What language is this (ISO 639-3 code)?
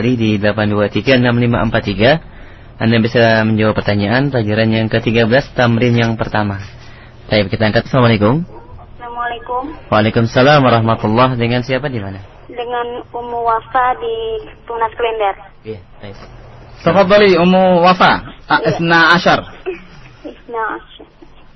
ind